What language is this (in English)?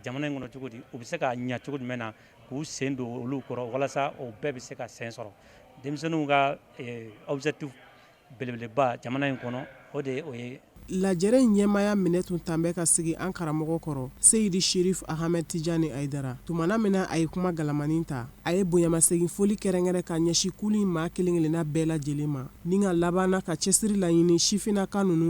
Bambara